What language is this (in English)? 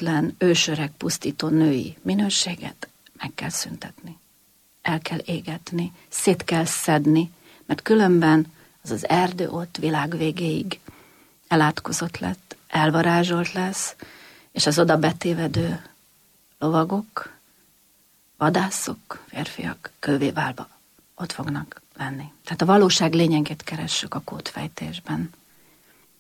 Hungarian